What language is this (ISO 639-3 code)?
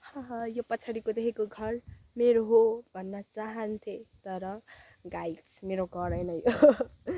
nep